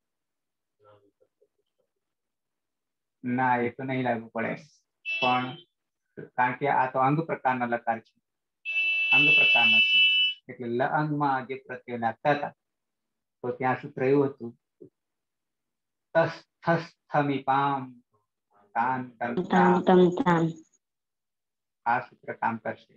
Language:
Gujarati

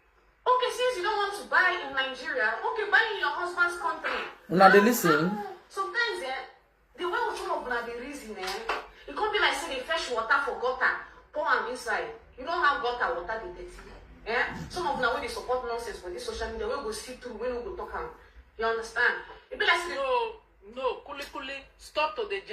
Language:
Nigerian Pidgin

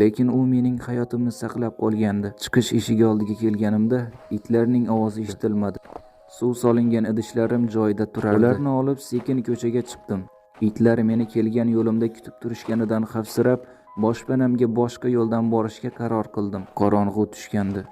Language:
Uzbek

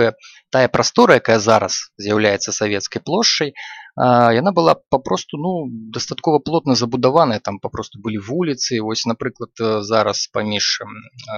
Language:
Belarusian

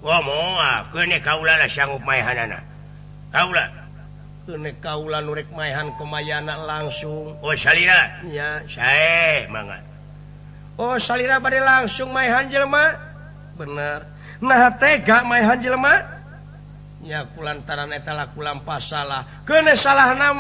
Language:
Sundanese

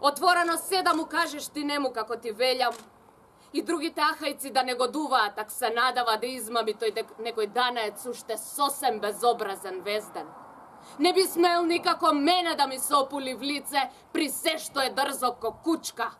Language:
Macedonian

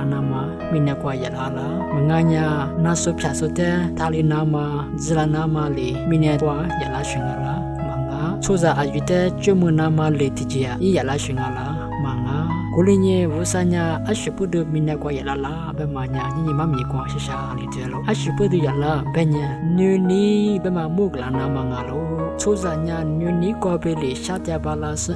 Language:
Lisu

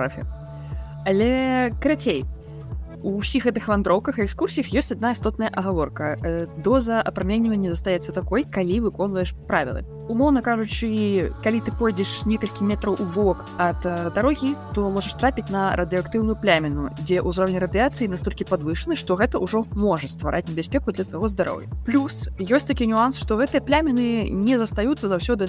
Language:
Belarusian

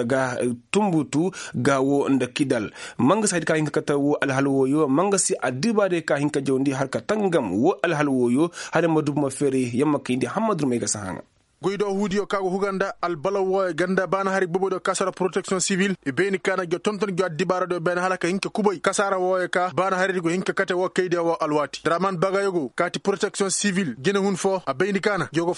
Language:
Koyraboro Senni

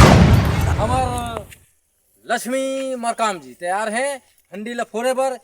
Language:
Chhattisgarhi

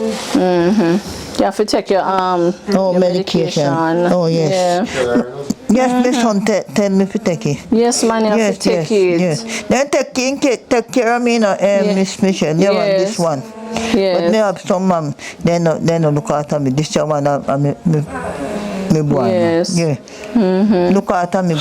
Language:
Jamaican Creole English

